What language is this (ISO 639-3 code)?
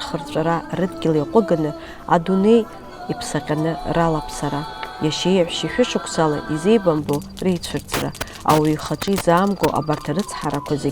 abk